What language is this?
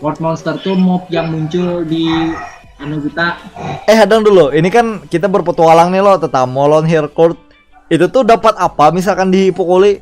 Banjar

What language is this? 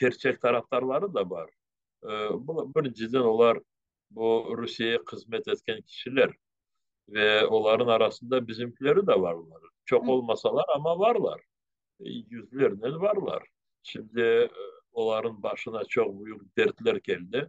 Crimean Tatar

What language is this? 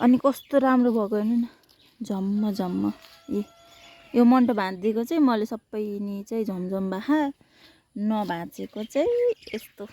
Nepali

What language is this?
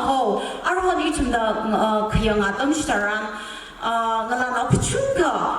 Tangkhul Naga (India)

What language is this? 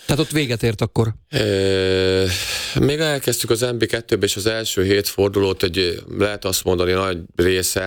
Hungarian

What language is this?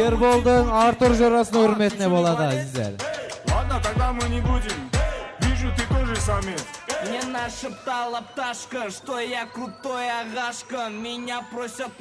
Kara-Kalpak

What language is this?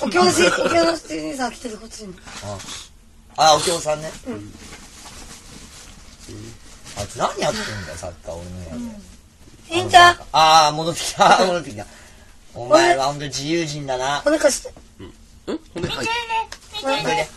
Japanese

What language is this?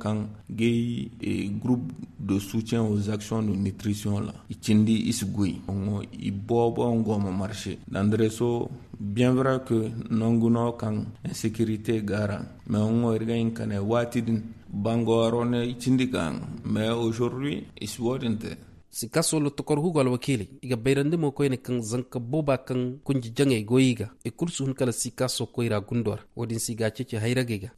Koyraboro Senni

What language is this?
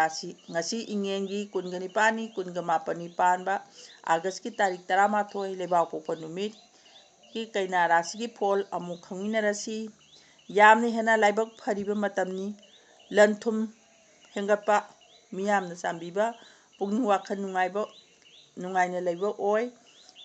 Manipuri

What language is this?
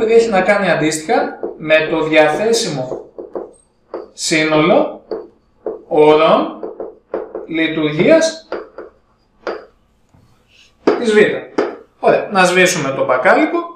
Greek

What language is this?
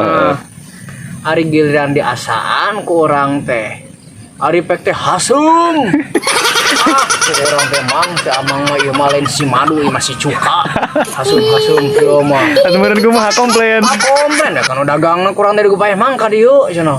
Sundanese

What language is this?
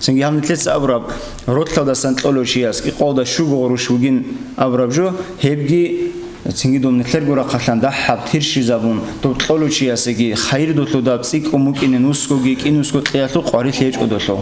Avaric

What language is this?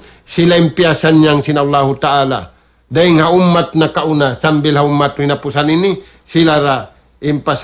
Tausug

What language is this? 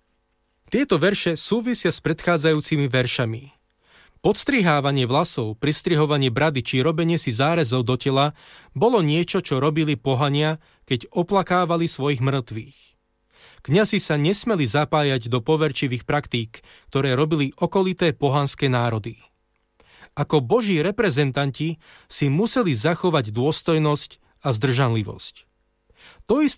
Slovak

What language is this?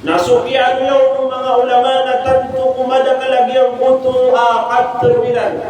Maranao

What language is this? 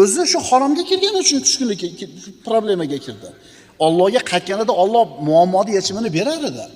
Uzbek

